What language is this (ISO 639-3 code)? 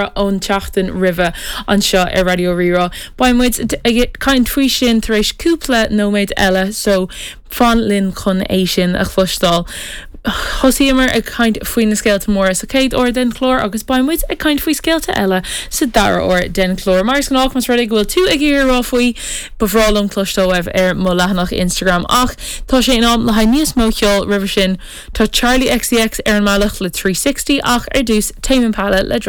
gle